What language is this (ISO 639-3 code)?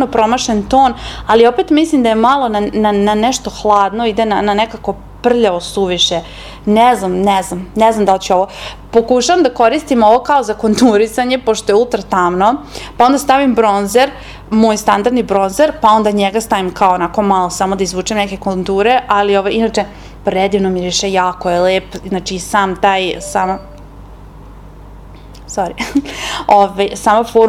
srp